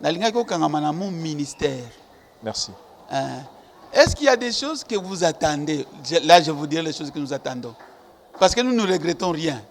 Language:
Lingala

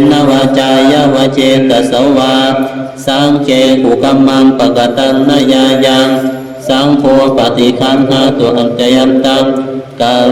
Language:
Pali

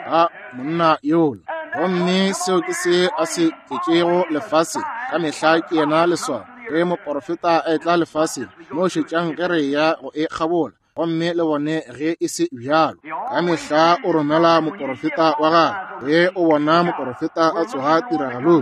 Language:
Northern Sotho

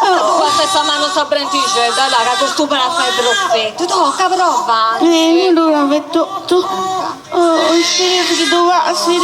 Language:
Sardinian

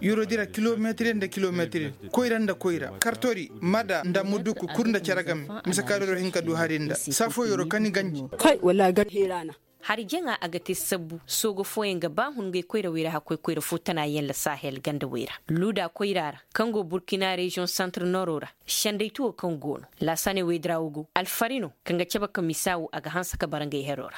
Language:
Koyraboro Senni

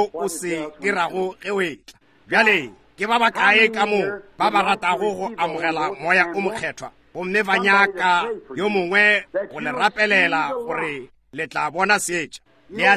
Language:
Northern Sotho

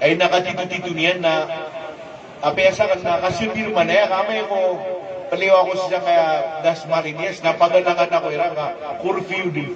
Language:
Maranao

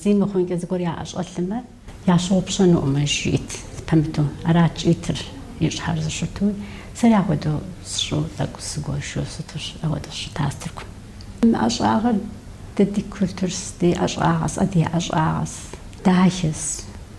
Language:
Kabardian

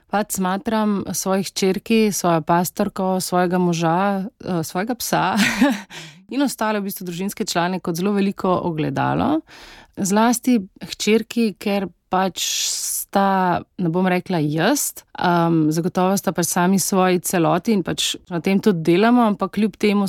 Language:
Slovenian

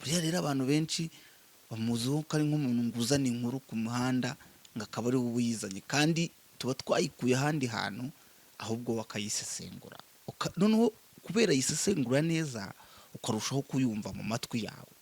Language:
Kinyarwanda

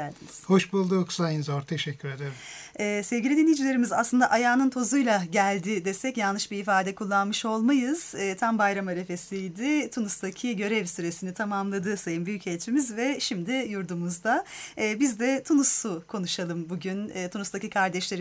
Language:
Turkish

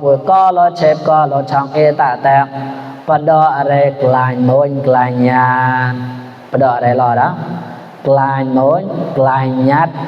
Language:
Mon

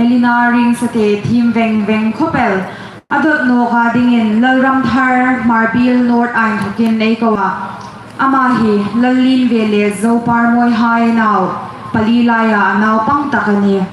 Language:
Hmar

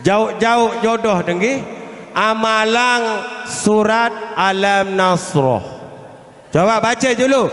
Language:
Sasak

